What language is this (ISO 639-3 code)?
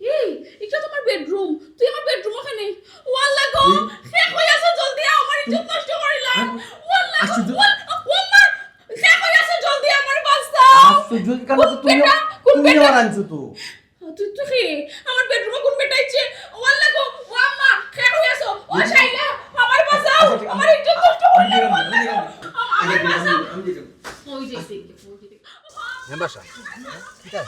syl